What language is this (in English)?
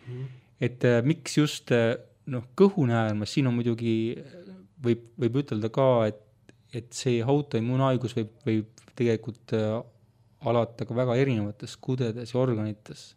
Estonian